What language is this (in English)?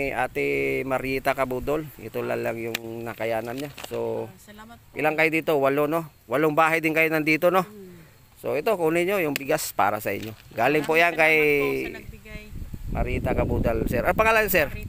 Filipino